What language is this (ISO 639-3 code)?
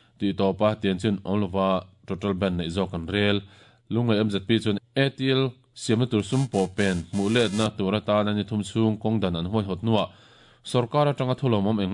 lus